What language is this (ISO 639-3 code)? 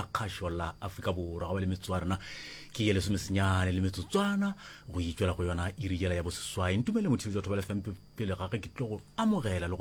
nso